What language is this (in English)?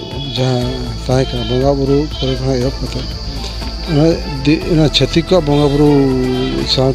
Santali